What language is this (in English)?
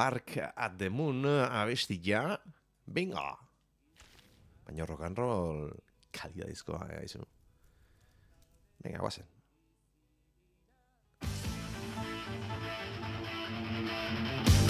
Basque